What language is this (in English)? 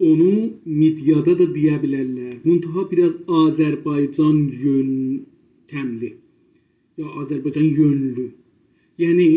South Azerbaijani